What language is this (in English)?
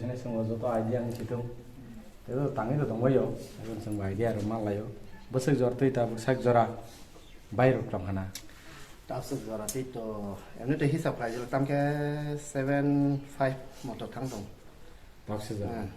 Kok Borok